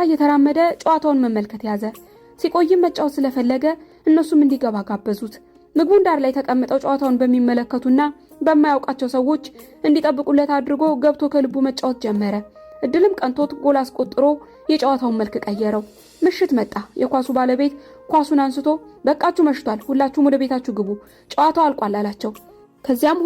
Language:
Amharic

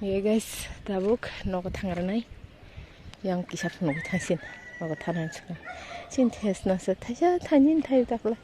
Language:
Kok Borok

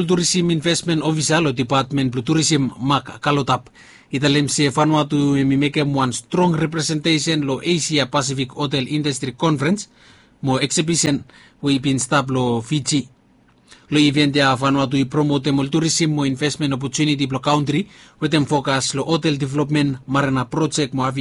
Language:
Bislama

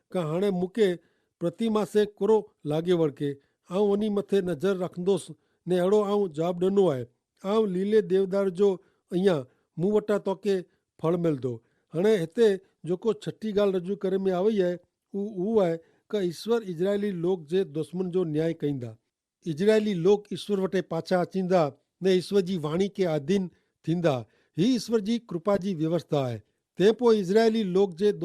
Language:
Kachhi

